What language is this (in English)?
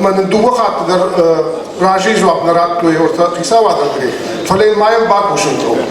Ossetic